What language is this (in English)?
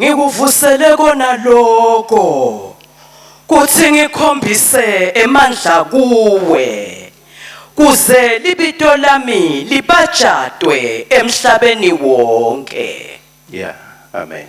Swati